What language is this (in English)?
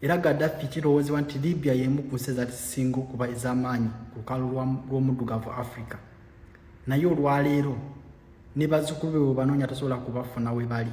Ganda